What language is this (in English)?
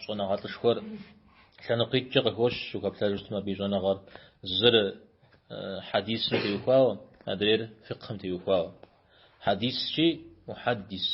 Kabardian